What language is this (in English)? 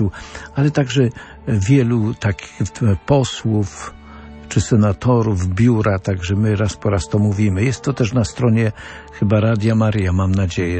Polish